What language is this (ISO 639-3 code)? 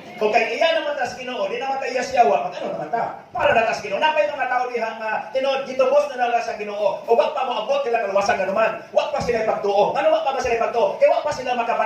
ceb